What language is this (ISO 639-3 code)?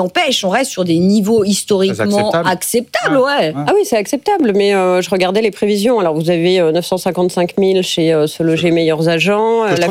fra